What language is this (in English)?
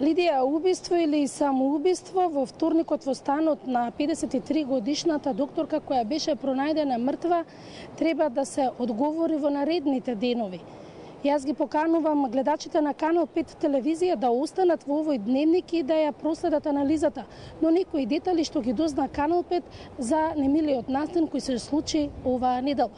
Macedonian